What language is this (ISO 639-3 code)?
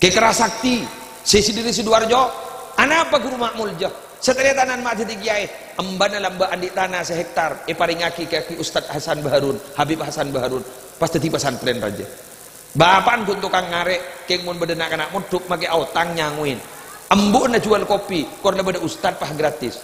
mad